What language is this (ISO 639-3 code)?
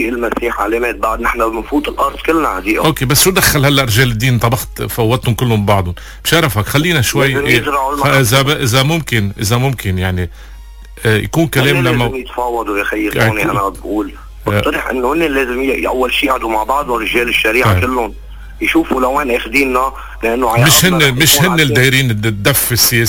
apc